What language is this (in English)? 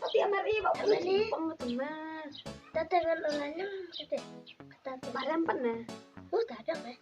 Khasi